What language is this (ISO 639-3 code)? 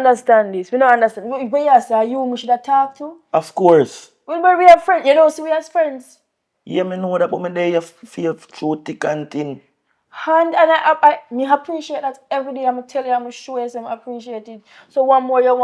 jam